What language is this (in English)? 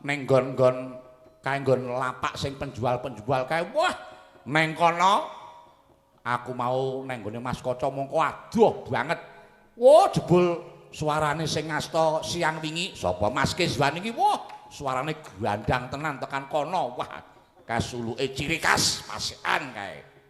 Javanese